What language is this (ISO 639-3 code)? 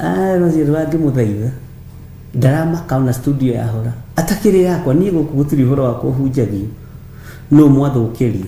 kik